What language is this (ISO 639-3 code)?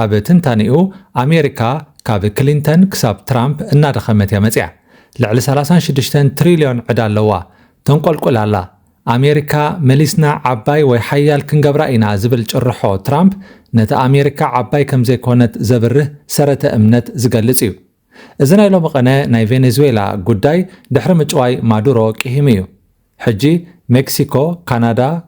tir